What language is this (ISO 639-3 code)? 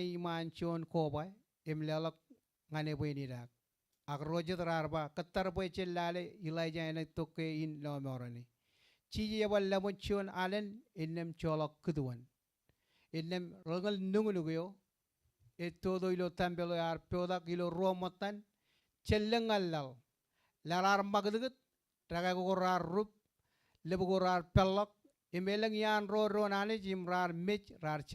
mah